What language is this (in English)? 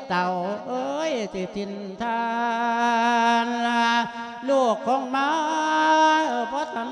Thai